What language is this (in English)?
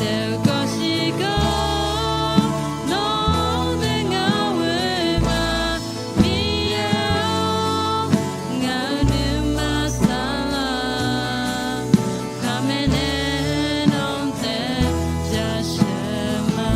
Akha